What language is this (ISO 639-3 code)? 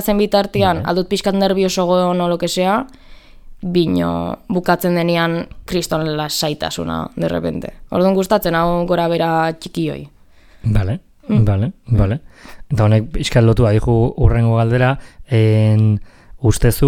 eus